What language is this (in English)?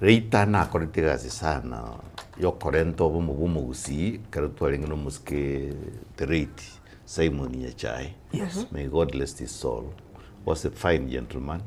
Gusii